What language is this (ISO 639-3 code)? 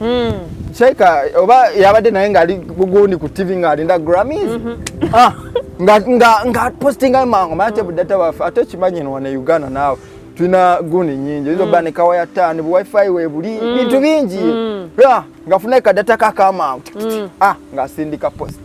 lug